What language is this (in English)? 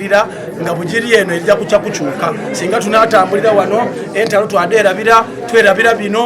Soga